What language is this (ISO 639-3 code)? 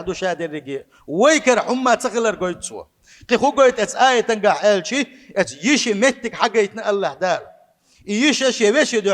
che